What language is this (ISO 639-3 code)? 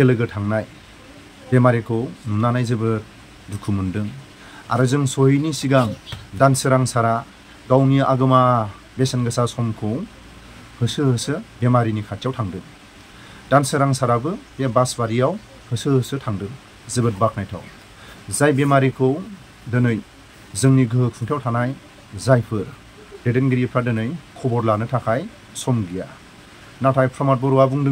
brx